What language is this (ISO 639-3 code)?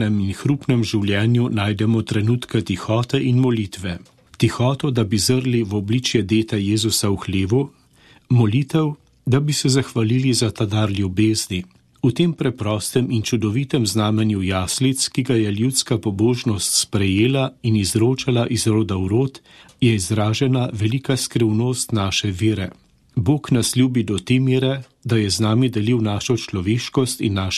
slv